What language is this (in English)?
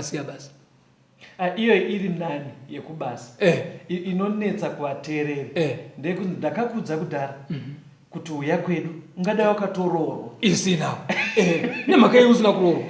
Shona